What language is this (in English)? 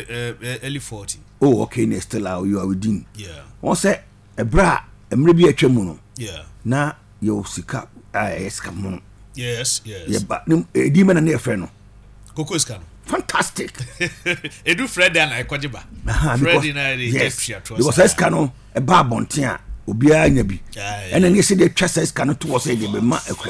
Akan